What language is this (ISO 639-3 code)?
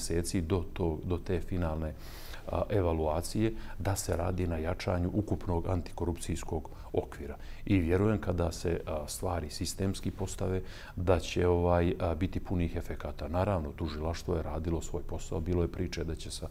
bos